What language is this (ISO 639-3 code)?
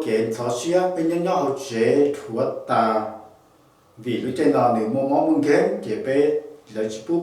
hmn